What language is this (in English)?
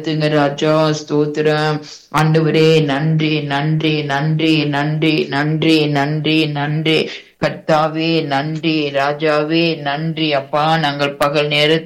Tamil